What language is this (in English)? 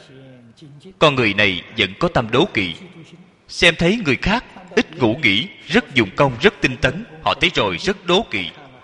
Vietnamese